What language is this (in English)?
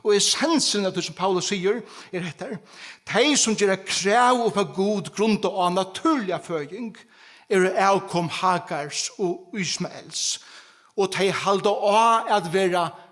Faroese